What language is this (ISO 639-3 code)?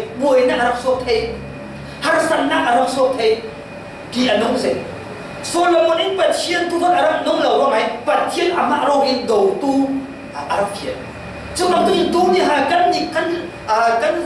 cfm